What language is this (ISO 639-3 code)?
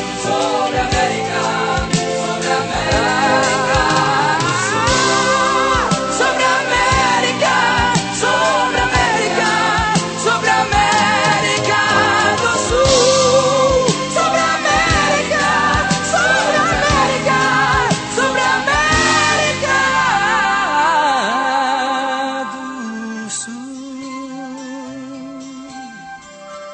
por